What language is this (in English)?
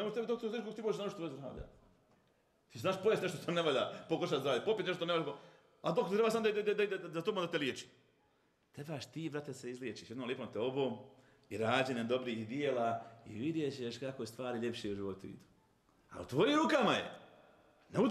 Bosnian